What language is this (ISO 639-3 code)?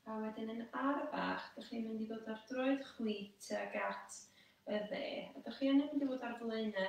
cym